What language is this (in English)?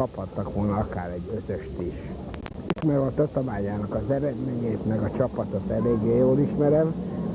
Hungarian